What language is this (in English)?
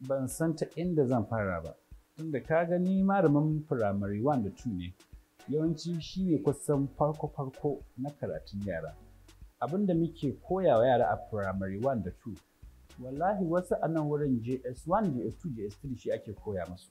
Hausa